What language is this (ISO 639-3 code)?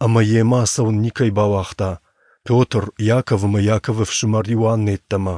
oss